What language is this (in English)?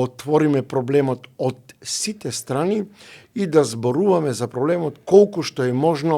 Macedonian